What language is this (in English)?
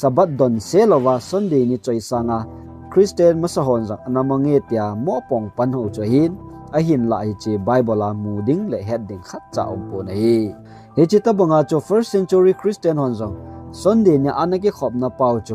Thado Chin